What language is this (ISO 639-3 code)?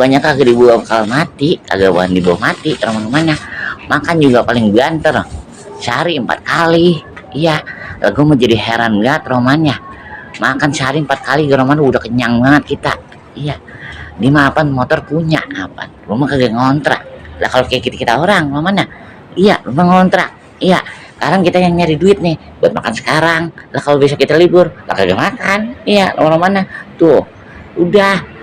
bew